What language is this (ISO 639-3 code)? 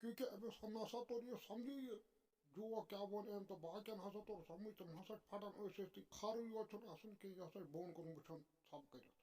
kas